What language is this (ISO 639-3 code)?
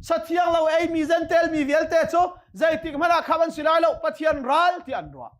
cnh